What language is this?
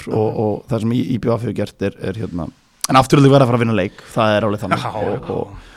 Icelandic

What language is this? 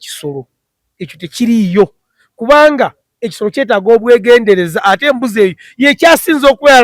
Ganda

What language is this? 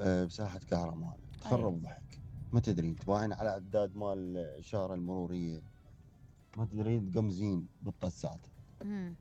Mesopotamian Arabic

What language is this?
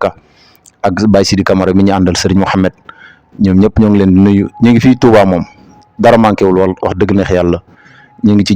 Wolof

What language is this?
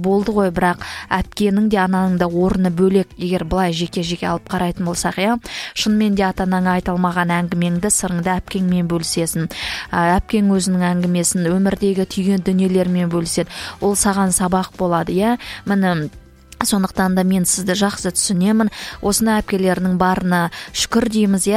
Kazakh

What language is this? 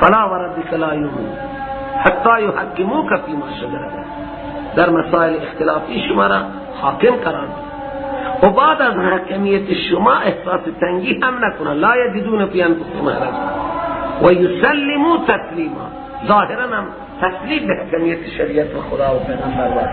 Persian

